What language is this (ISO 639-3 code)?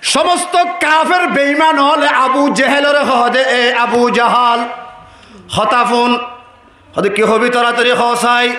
rhg